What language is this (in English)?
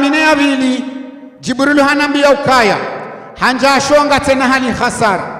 Ngazidja Comorian